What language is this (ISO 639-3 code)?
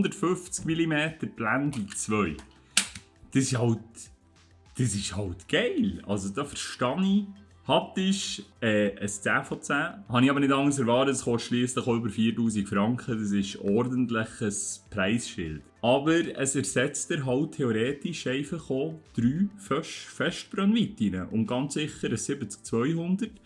gsw